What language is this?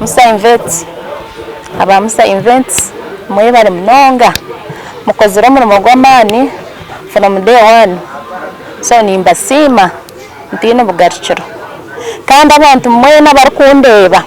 Nyankole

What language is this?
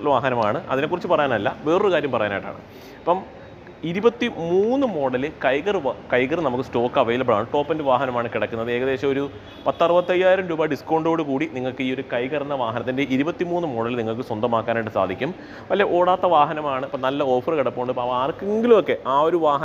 Malayalam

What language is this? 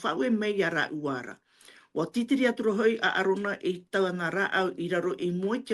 Tahitian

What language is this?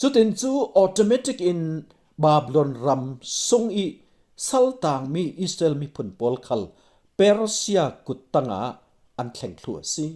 Falam Chin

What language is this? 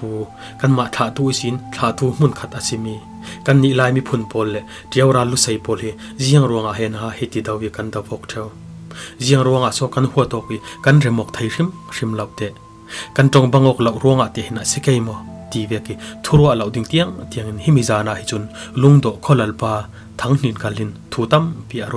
Falam Chin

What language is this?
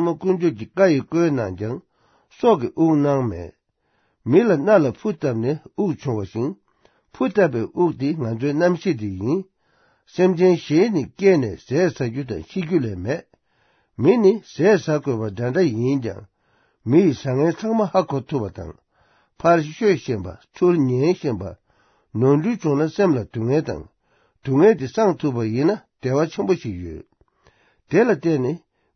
Tibetan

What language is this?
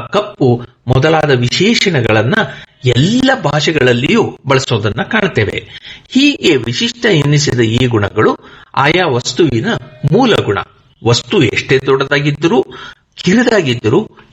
Kannada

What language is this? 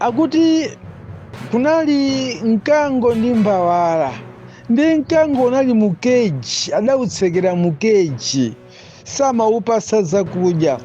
Nyanja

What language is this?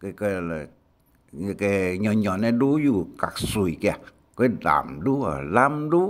Hakka Chinese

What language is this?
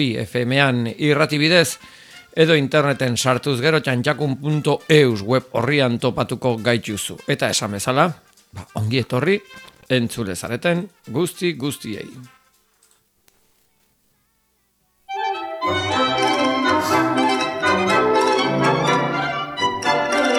Basque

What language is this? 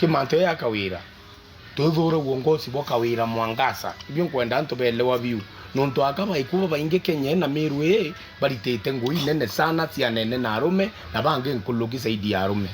Meru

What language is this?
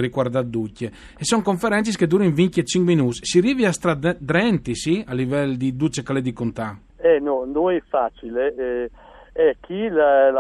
Friulian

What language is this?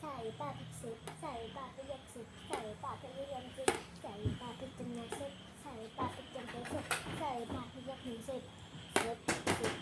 Shan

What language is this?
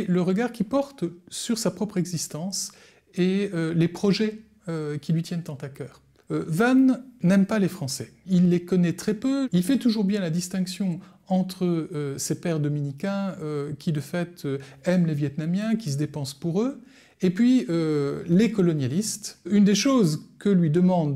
French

